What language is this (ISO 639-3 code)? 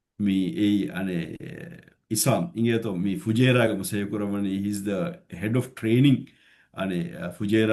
div